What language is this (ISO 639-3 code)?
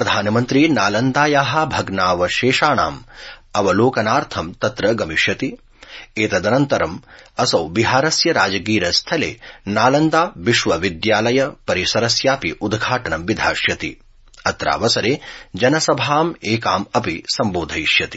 san